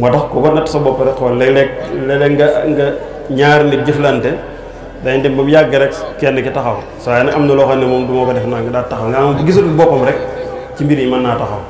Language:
Wolof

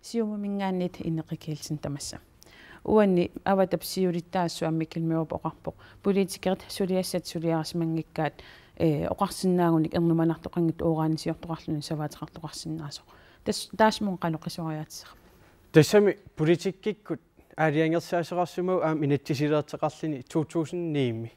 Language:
Kalaallisut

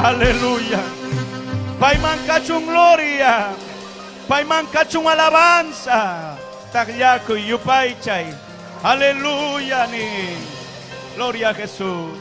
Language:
Ayacucho Quechua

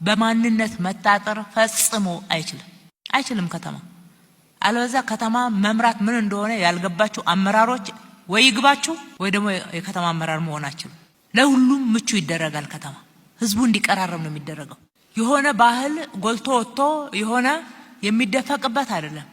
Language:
Amharic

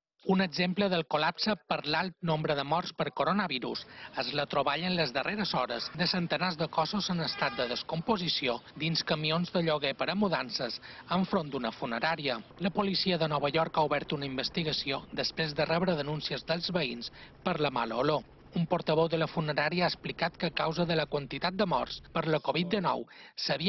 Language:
Catalan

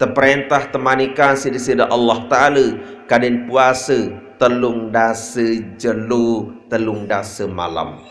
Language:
Sasak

